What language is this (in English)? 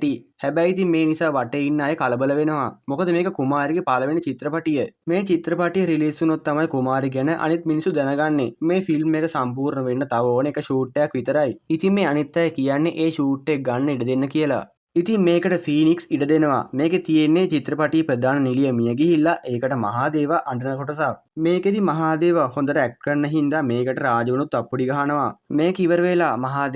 Sinhala